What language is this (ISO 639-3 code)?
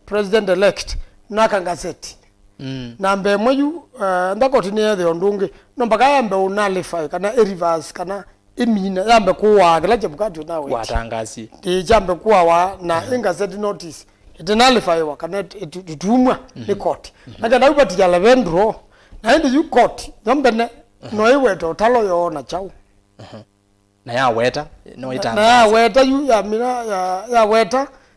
kam